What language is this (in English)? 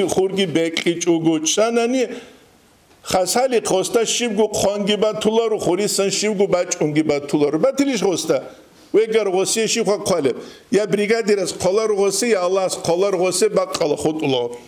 Avaric